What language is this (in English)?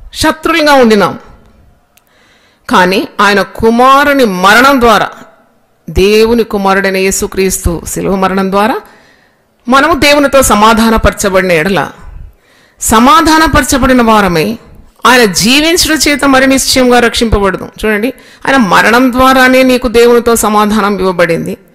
Telugu